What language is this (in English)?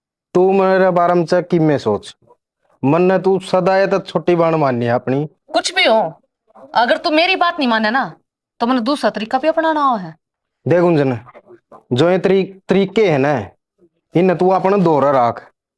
Haryanvi